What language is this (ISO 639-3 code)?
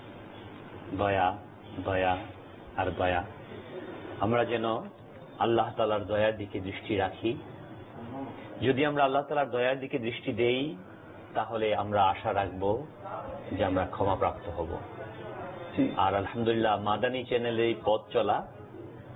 ben